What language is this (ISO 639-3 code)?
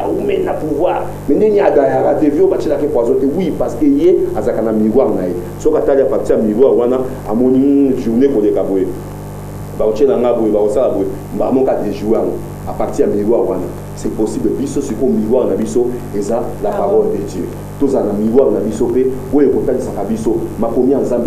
lin